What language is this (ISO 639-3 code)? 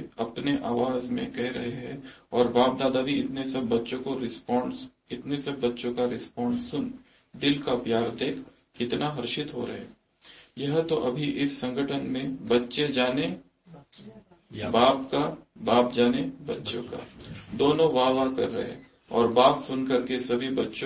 hin